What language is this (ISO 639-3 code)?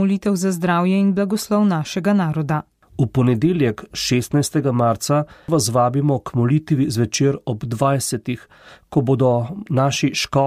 slv